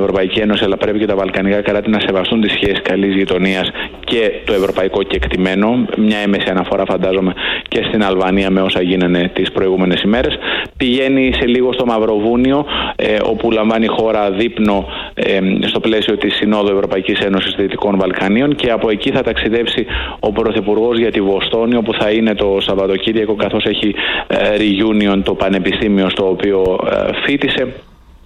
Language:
Greek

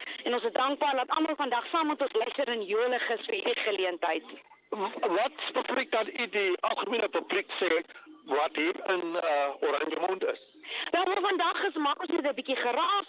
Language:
Afrikaans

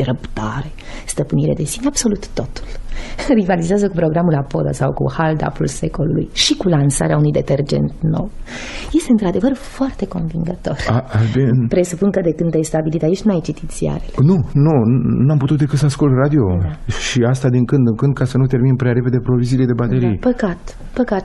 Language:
Romanian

